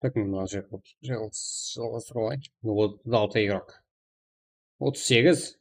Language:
Kara-Kalpak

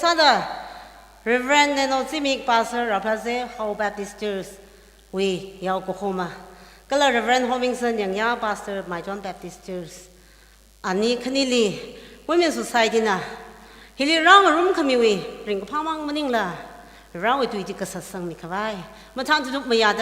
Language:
Tangkhul Naga (India)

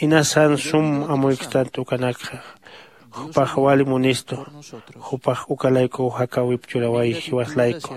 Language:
Aymara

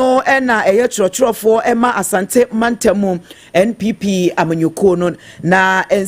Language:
Akan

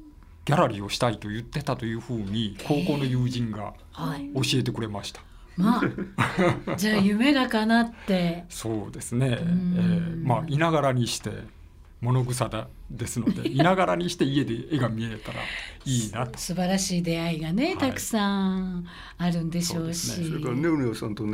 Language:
Japanese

